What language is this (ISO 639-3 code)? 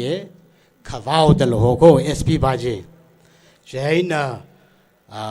nmf